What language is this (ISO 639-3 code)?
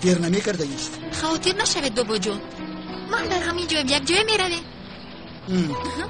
tgk